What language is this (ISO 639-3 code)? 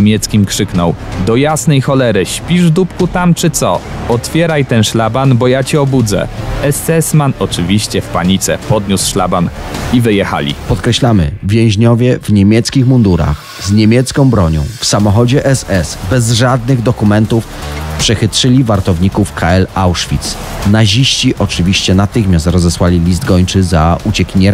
pol